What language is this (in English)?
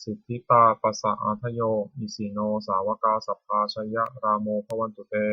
Pali